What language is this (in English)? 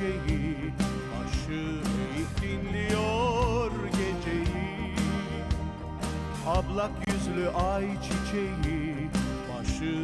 Turkish